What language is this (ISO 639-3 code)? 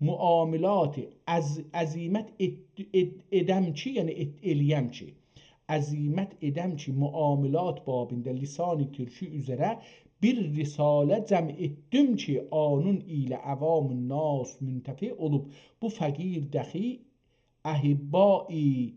azb